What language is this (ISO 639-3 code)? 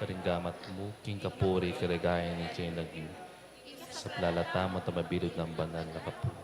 pam